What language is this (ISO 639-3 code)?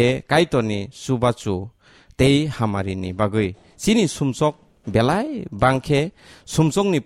trp